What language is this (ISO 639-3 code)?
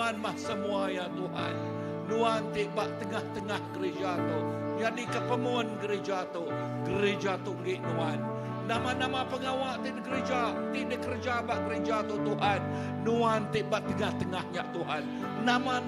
iba